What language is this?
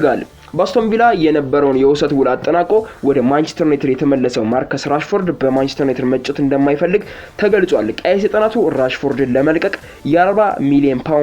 Amharic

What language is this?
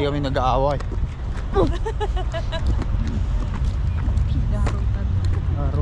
Filipino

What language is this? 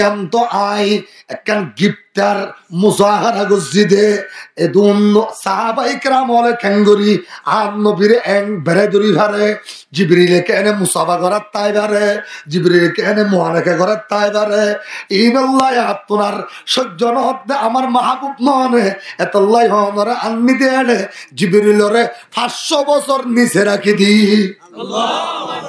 Rohingya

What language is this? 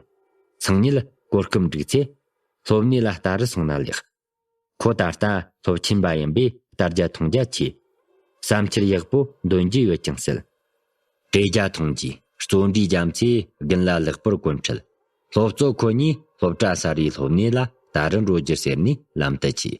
Tibetan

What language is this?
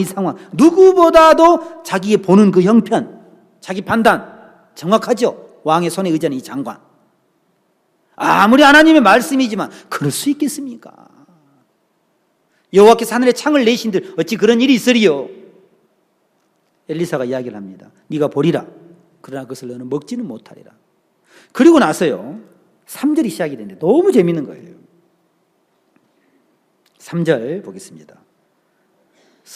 Korean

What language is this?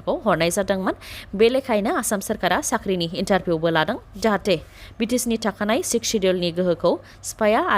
Bodo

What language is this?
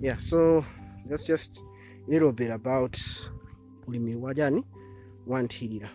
Nyanja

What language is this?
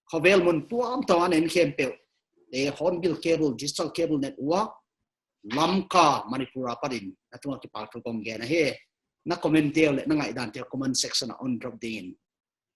Paite Chin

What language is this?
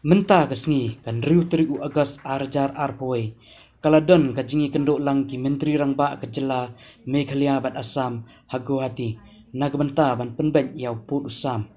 Khasi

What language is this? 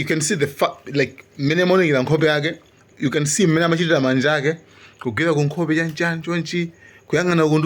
Nyanja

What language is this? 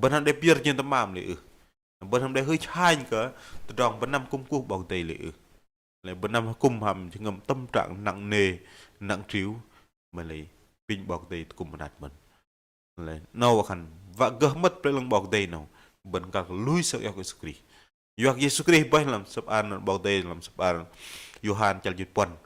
Bahnar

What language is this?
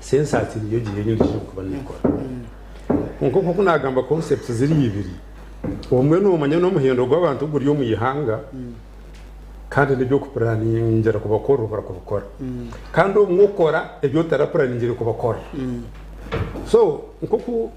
Nyankole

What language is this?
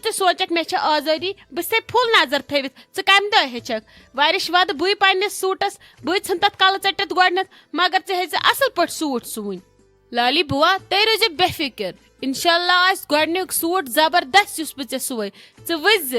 Kashmiri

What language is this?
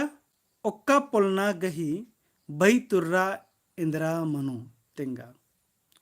Kurukh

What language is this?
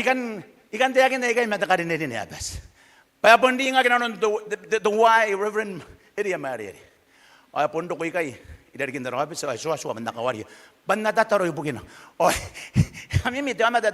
Gilbertese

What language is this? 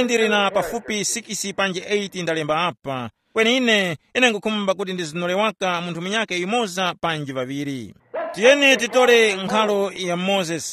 Tumbuka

